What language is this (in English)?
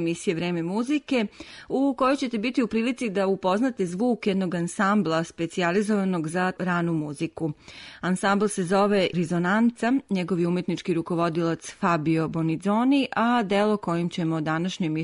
Serbian